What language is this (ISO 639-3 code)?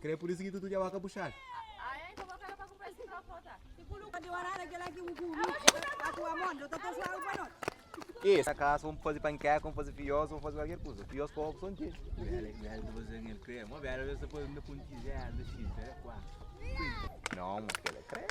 kea